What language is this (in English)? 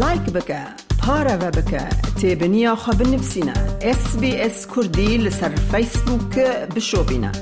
Kurdish